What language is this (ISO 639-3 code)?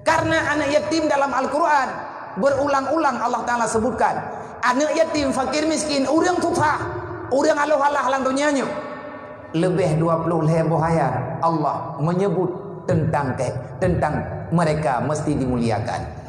ace